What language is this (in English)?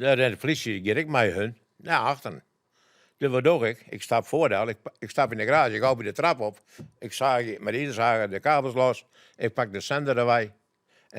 Western Frisian